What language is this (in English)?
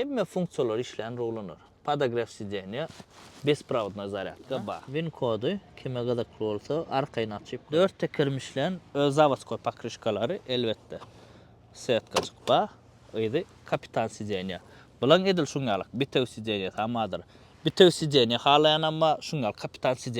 Turkmen